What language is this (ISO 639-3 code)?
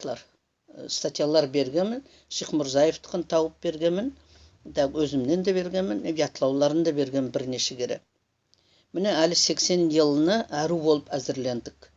nog